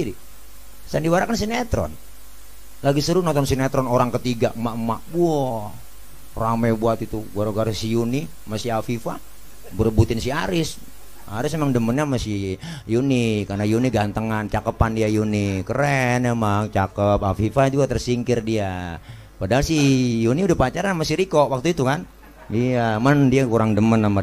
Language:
Betawi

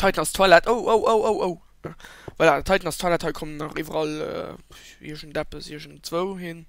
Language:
Luxembourgish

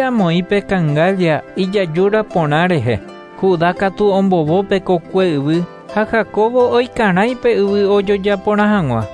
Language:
Guarani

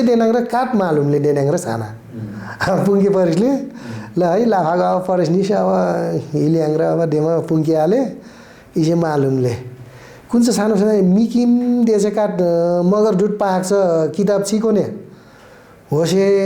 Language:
Nepali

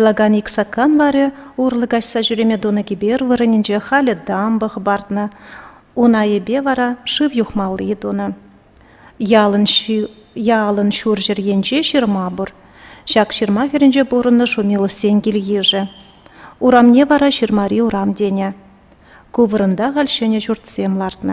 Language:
Chuvash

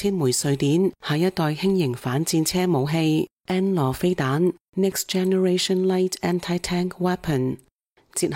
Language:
Cantonese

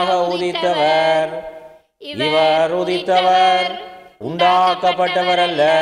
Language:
Tamil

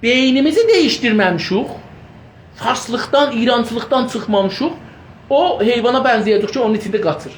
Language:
South Azerbaijani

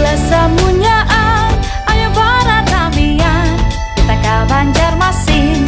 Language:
Banjar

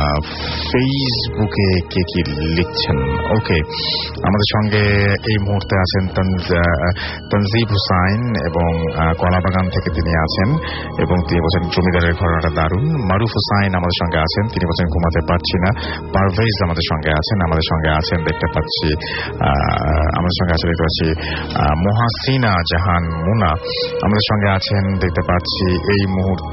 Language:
Bangla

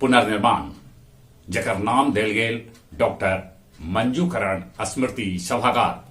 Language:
Magahi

